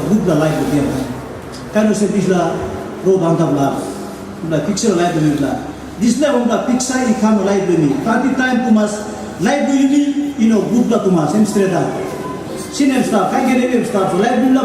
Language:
Tok Pisin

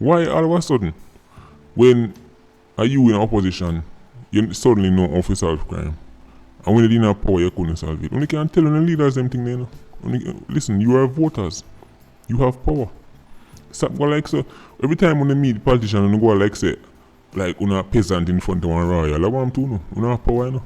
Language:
Jamaican Creole English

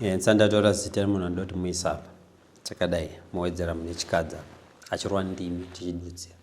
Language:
Shona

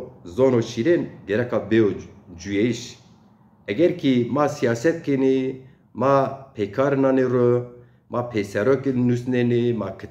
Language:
Zaza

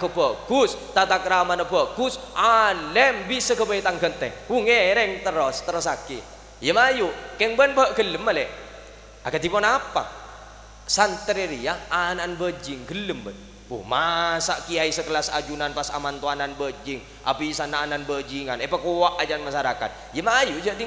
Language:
Madurese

